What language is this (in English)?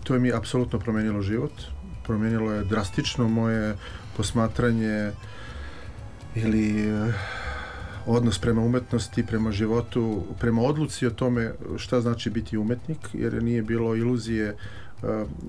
Serbian